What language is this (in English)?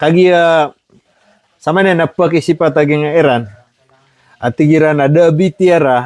Maranao